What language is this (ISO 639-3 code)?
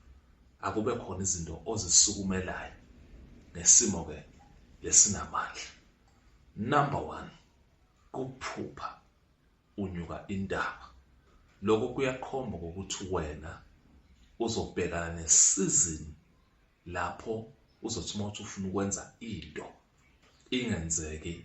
zul